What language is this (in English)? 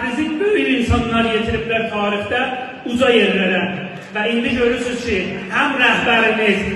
South Azerbaijani